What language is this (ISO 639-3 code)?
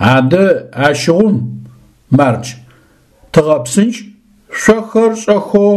ady